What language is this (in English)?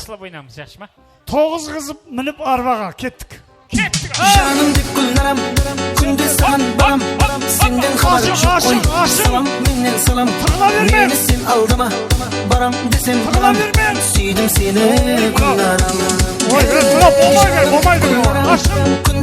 Kara-Kalpak